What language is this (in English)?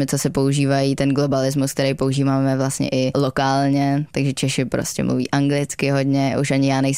Czech